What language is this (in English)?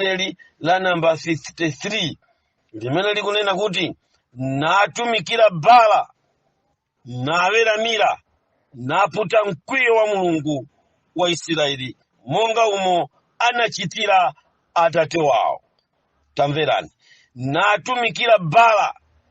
Nyanja